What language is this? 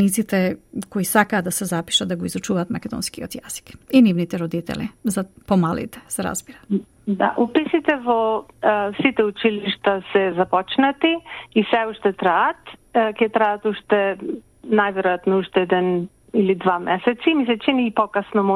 Macedonian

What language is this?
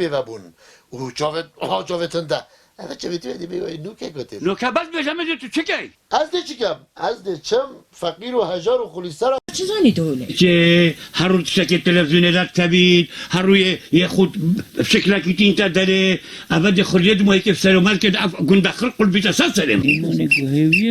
Kurdish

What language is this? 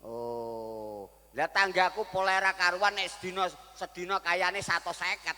Javanese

